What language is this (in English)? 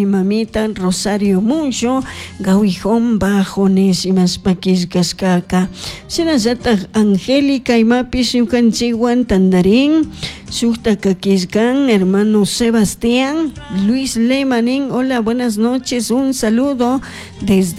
Chimborazo Highland Quichua